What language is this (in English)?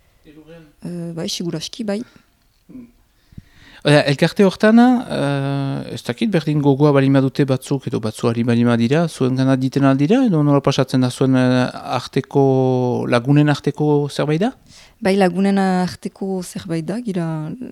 Basque